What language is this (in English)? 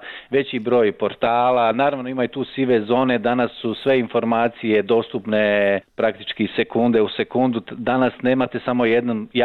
Croatian